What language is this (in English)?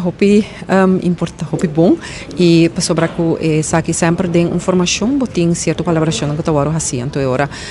Papiamento